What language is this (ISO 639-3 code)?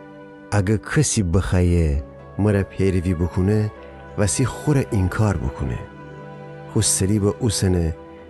glk